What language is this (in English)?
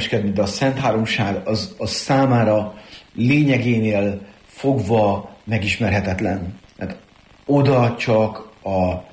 Hungarian